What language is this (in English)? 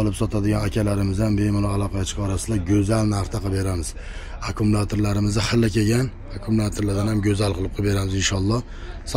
Uzbek